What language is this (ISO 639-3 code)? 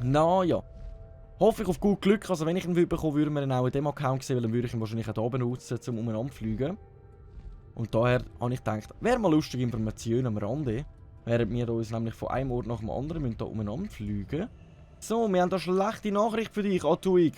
gsw